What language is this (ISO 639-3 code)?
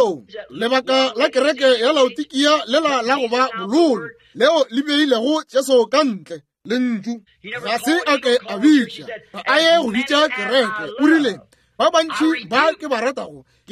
nso